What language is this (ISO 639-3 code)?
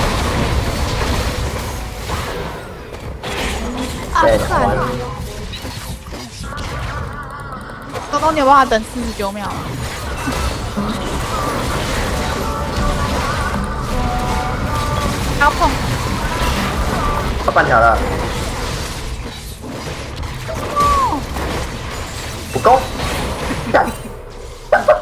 zho